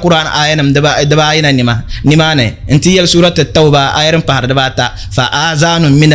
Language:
Dagbani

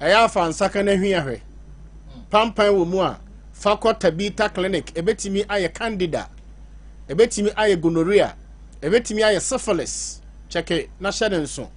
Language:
Akan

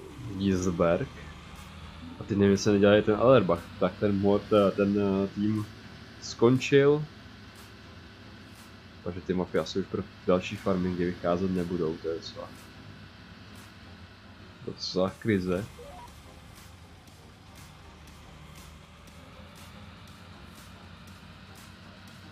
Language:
Czech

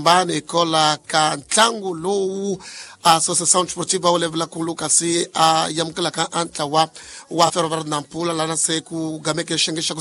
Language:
Tsonga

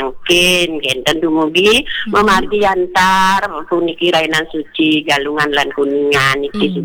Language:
Balinese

